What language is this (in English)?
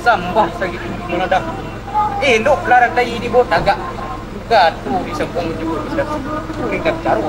Minangkabau